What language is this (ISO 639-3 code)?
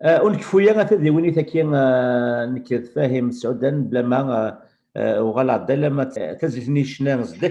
kab